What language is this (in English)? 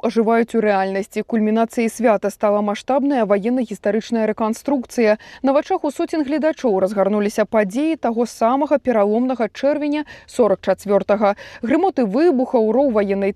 Belarusian